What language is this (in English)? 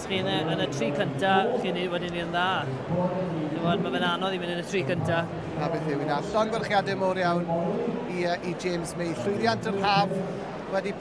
Welsh